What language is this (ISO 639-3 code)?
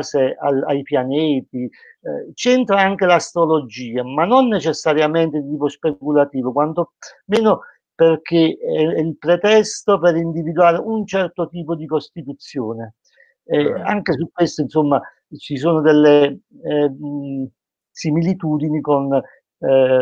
ita